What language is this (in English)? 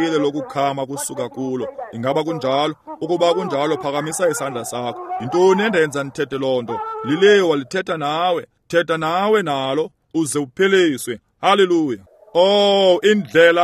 Xhosa